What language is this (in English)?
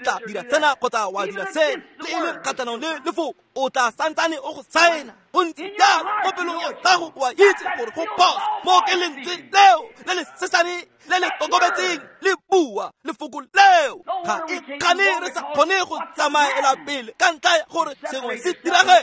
Tswana